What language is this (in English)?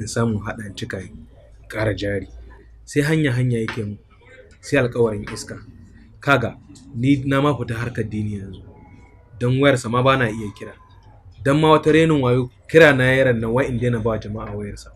Hausa